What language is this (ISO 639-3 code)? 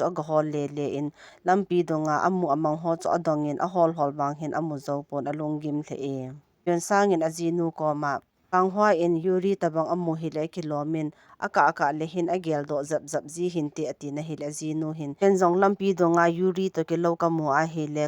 tcz